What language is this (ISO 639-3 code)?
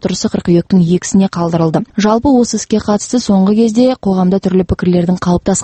kaz